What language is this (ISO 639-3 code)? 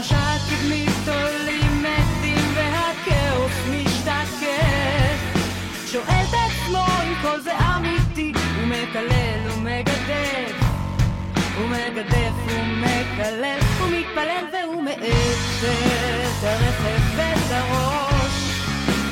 heb